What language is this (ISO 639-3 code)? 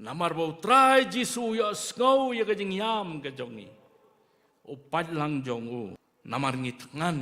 kha